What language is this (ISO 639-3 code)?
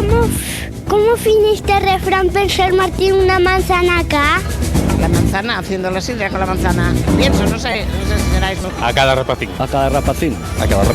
ast